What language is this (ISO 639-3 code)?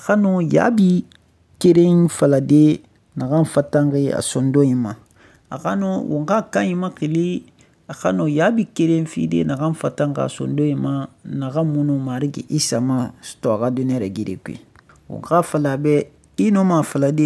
sus